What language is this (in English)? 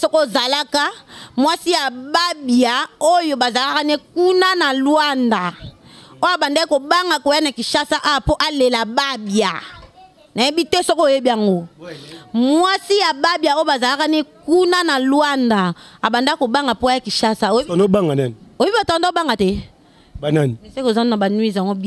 Lingala